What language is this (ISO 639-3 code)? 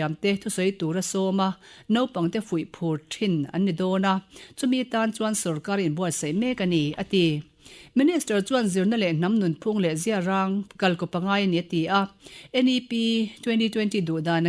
lus